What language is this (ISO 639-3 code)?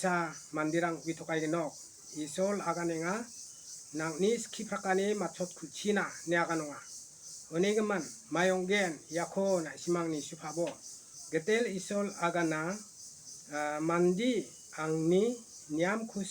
grt